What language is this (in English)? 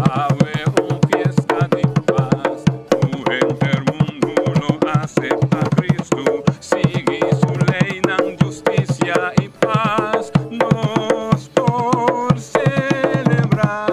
Papiamento